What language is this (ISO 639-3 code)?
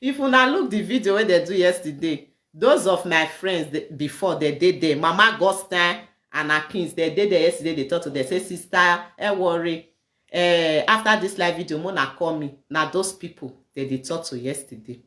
pcm